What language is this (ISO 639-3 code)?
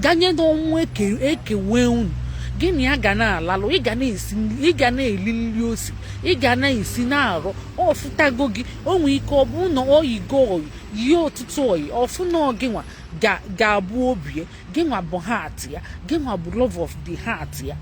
ibo